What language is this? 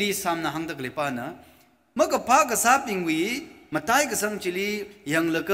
Tangkhul Naga (India)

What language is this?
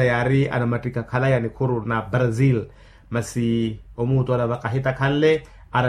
Makhuwa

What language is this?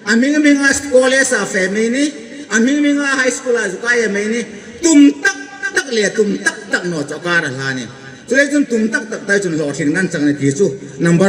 Hmar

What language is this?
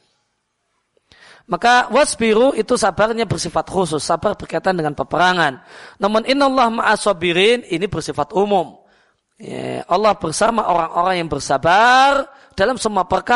Indonesian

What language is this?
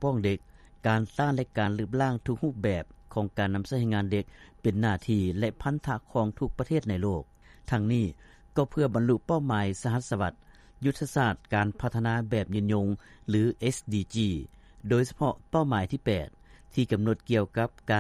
Lao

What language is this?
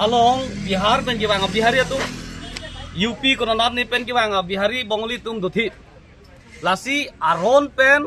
Karbi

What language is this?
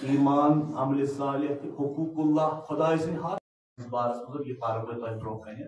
Kashmiri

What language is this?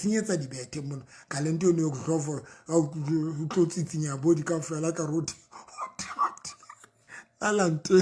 Southern Sotho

